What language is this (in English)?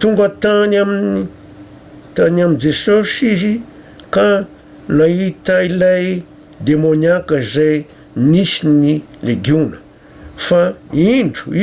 Malagasy